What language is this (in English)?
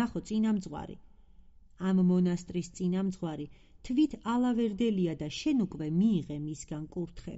Georgian